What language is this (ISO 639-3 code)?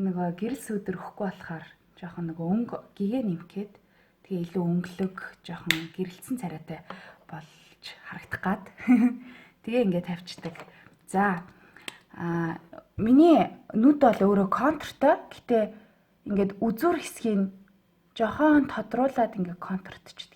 mon